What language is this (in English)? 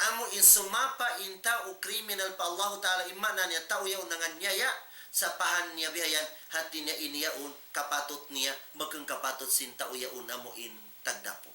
Tausug